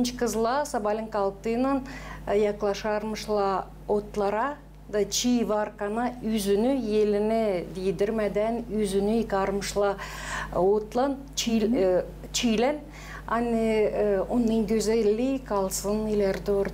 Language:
Gagauz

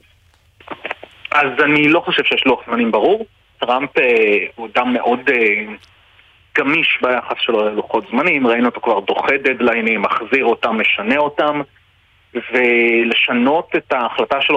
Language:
Hebrew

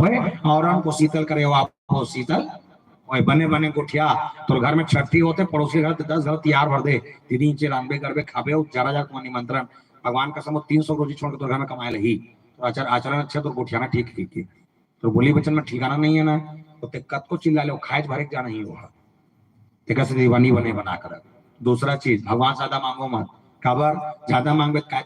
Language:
Chhattisgarhi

